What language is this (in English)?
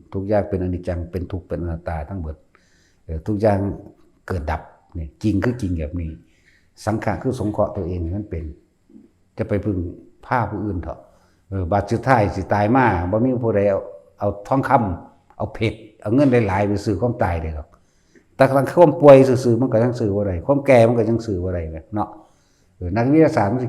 Northeastern Thai